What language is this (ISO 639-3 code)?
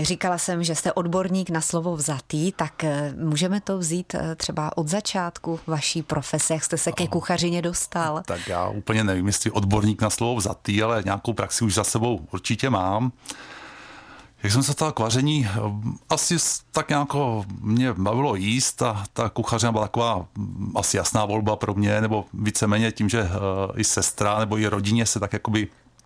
ces